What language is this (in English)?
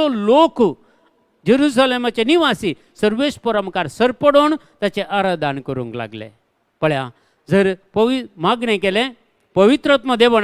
Konkani